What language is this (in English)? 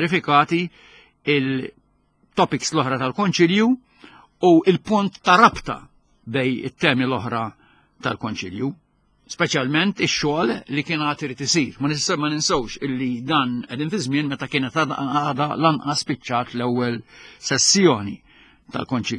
Maltese